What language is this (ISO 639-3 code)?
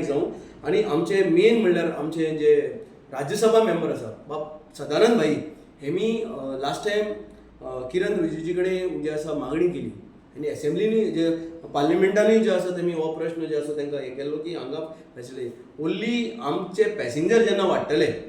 kok